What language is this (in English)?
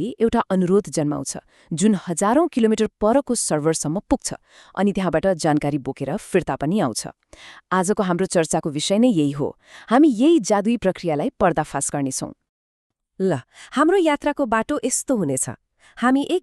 Nepali